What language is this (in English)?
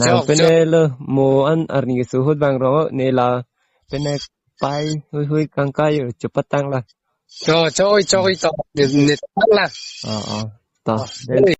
Karbi